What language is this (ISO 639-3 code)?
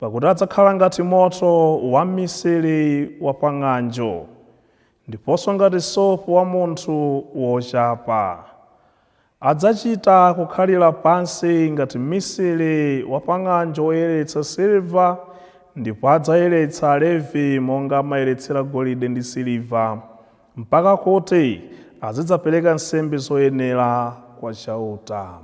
nya